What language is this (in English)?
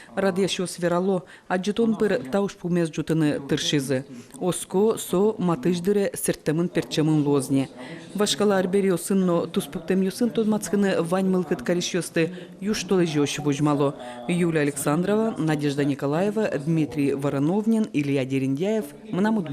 Udmurt